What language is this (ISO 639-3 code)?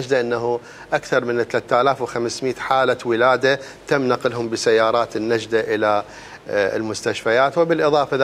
acm